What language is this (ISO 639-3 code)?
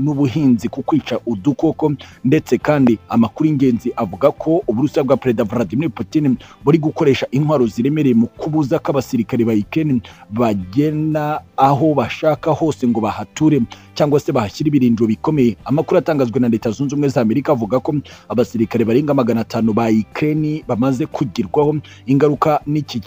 kin